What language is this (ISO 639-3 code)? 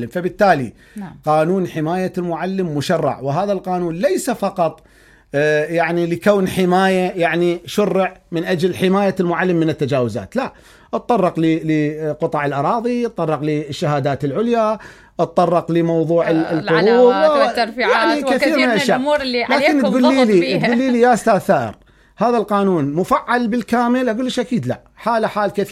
acm